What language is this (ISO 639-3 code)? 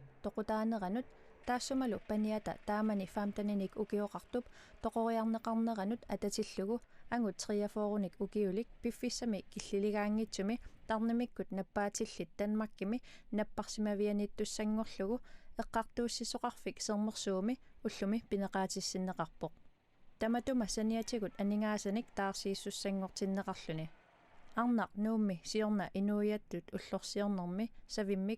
kal